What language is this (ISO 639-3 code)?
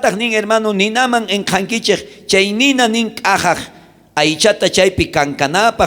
quh